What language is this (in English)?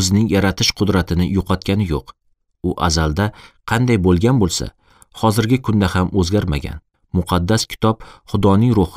Uzbek